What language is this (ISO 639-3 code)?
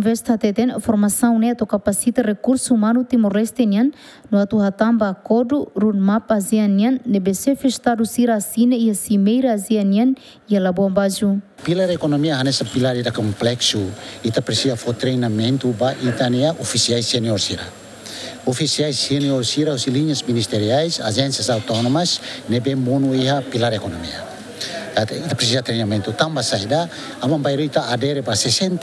tet